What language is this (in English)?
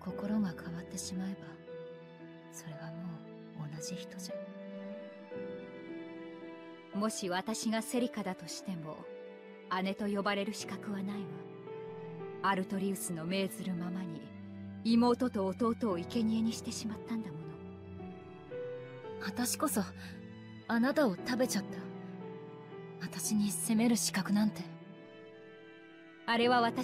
Japanese